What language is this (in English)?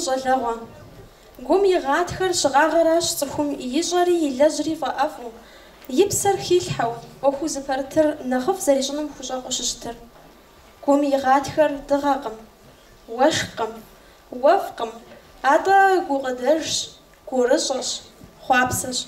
Kabardian